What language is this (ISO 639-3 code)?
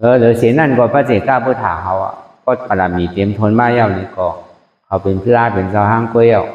shn